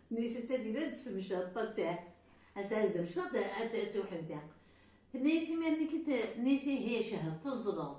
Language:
Kabyle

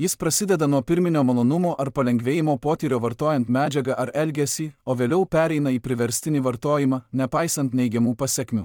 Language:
Lithuanian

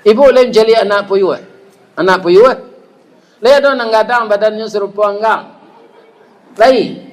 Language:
Minangkabau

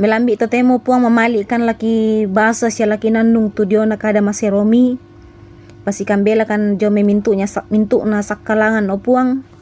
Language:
Toraja-Sa'dan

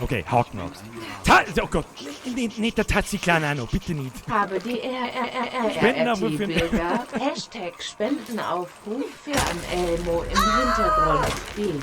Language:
Bavarian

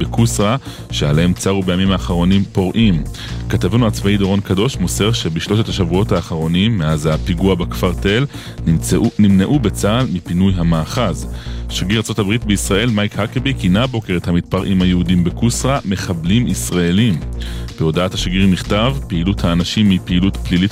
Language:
Hebrew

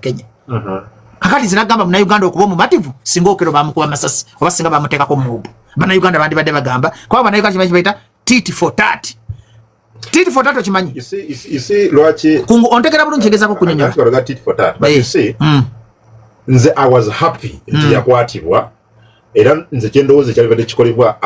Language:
Ganda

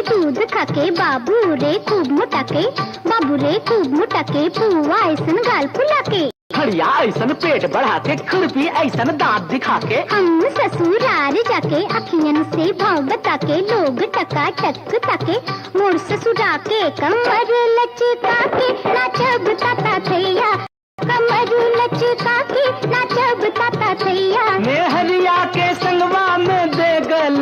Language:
Magahi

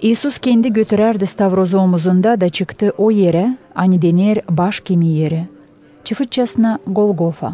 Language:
Gagauz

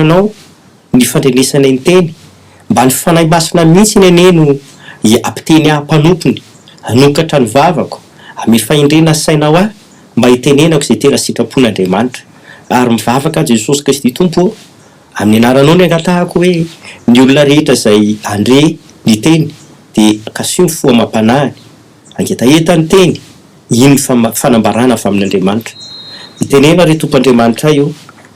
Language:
Malagasy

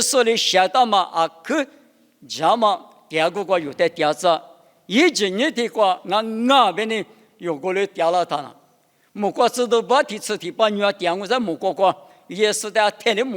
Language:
Lisu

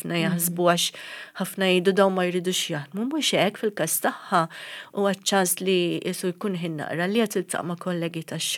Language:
Maltese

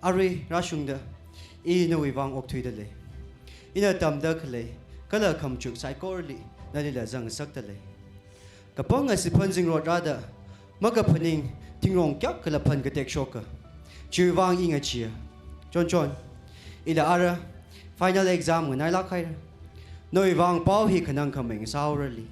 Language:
Tangkhul Naga (India)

